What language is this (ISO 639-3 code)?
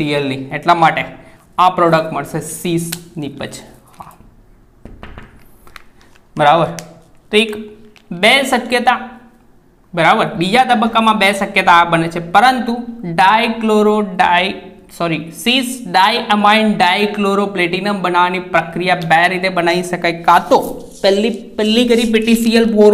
guj